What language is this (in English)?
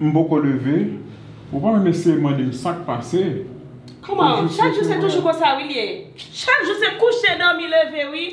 Haitian Creole